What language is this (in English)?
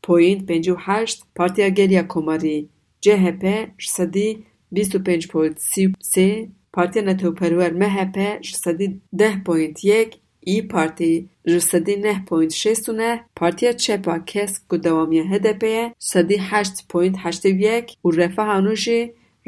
Kurdish